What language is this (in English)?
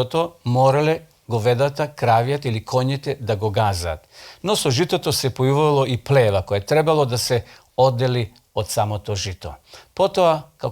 Macedonian